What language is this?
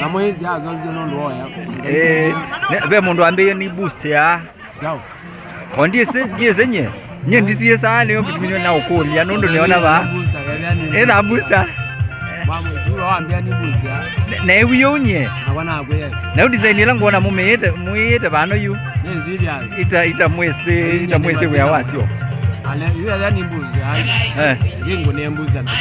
Kamba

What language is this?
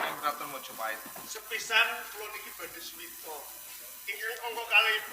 Javanese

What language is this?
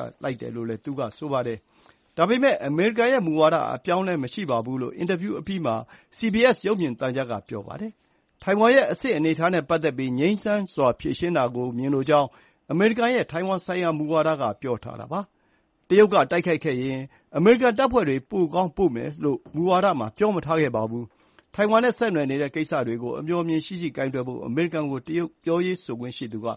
Burmese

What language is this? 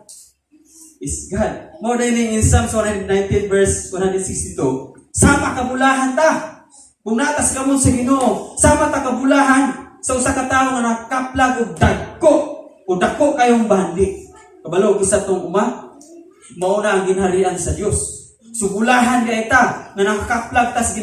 Cebuano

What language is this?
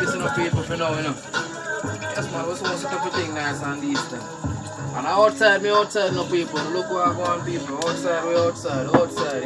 Jamaican Creole English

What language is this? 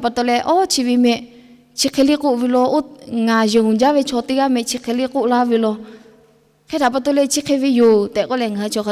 Lahu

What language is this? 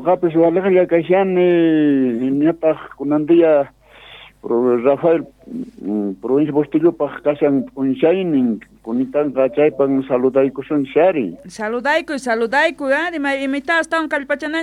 South Bolivian Quechua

